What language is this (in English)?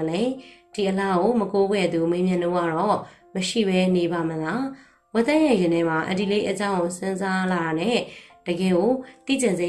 Burmese